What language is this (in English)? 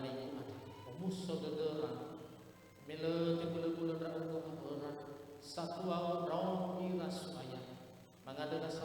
Nias